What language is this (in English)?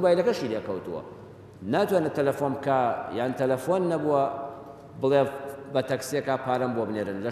Central Kurdish